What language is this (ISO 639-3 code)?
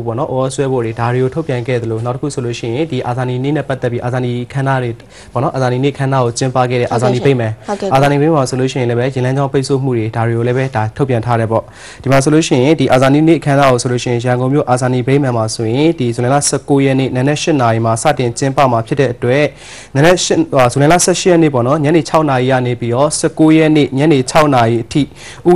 mya